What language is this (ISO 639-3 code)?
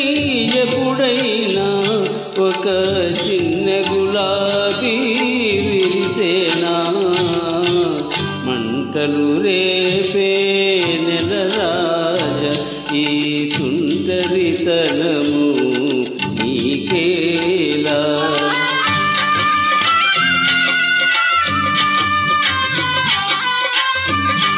tel